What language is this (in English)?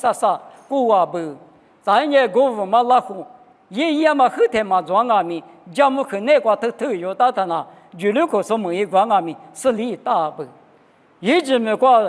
Lisu